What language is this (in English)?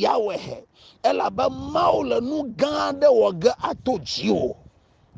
Ewe